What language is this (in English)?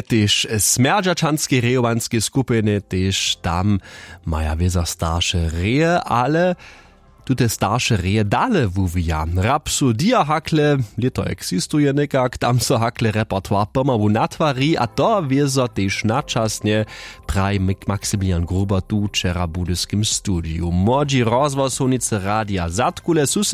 Upper Sorbian